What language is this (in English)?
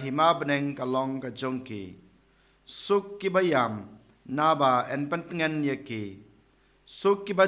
Khasi